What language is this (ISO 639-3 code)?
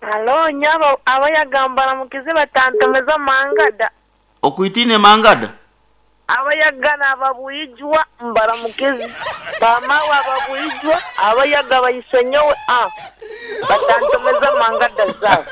nyo